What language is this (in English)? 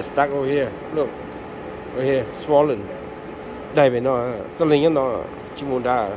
Hmong